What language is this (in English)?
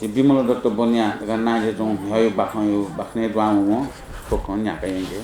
Newari